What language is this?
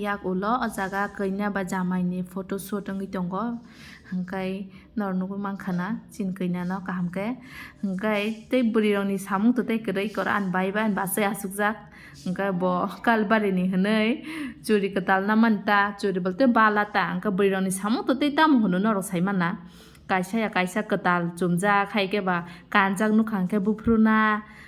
Kok Borok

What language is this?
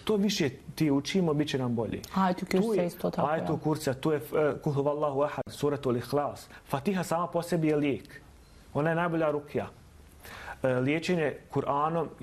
Bosnian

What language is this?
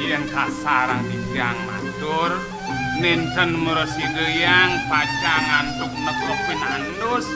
Balinese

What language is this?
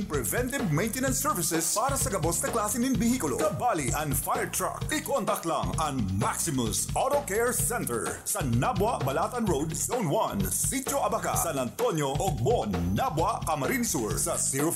Bikol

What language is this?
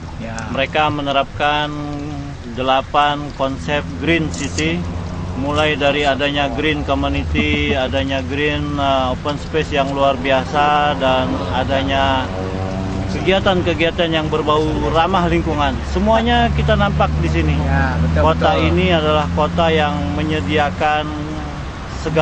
Banjar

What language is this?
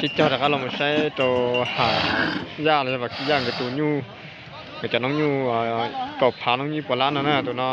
Hmong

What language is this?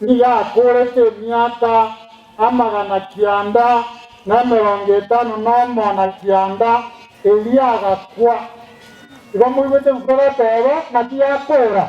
Gusii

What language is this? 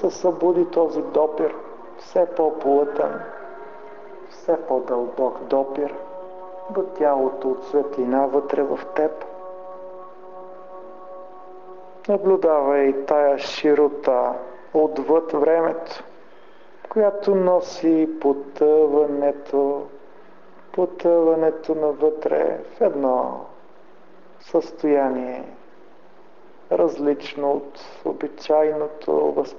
Bulgarian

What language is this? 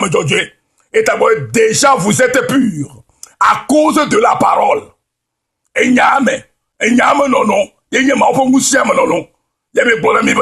Ewe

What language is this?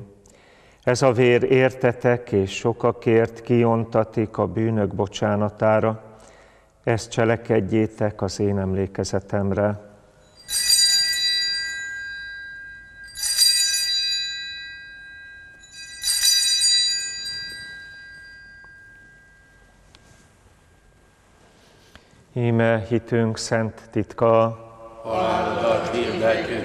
Hungarian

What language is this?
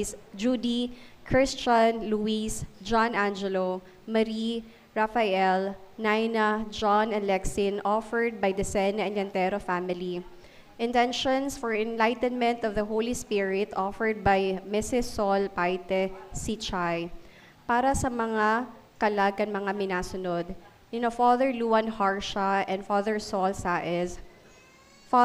Bikol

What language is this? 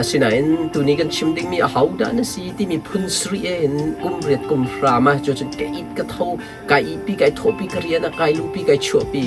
Hakha Chin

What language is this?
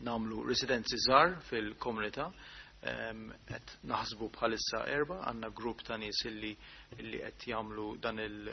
Maltese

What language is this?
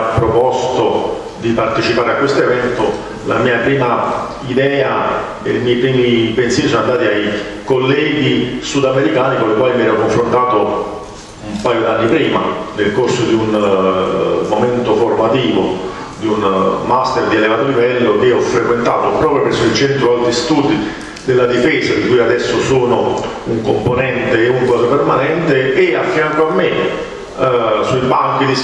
Italian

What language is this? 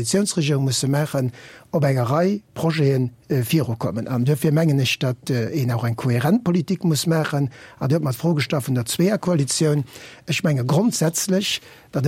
Luxembourgish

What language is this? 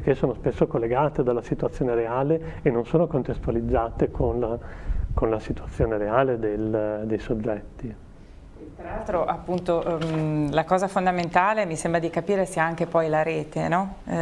Italian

